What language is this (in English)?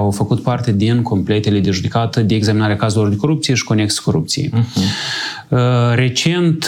Romanian